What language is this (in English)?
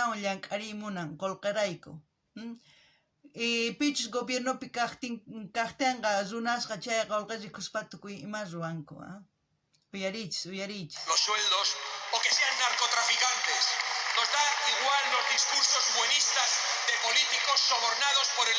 South Bolivian Quechua